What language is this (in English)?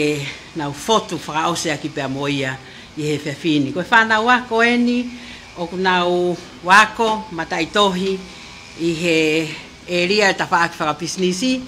Tongan